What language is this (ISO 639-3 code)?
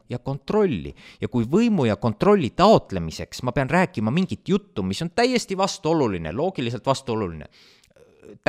est